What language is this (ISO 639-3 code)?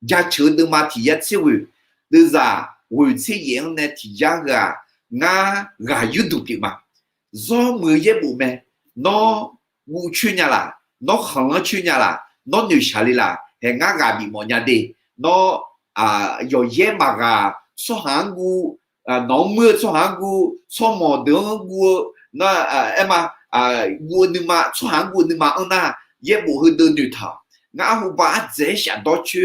ahk